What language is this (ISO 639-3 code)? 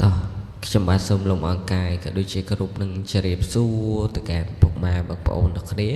khm